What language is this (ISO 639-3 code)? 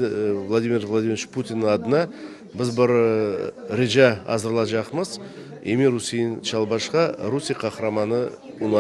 crh